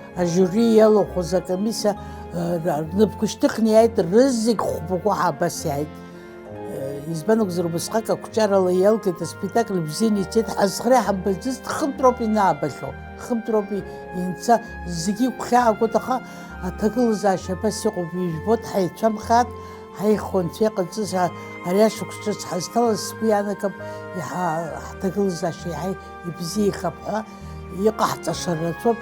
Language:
Abkhazian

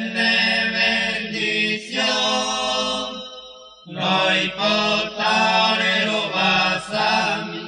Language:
Guarani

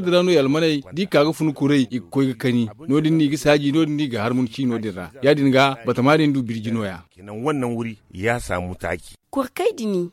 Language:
Zarma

